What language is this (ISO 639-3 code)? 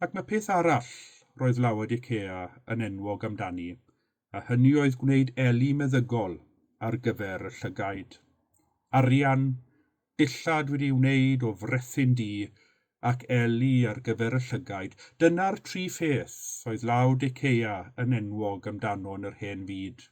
cym